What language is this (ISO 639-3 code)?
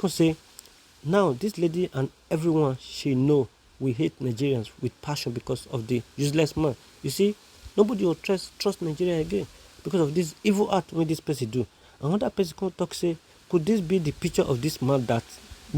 pcm